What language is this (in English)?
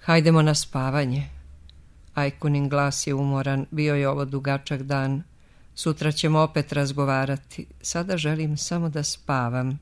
Serbian